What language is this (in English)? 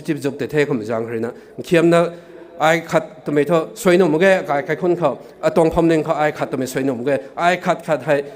Rongmei Naga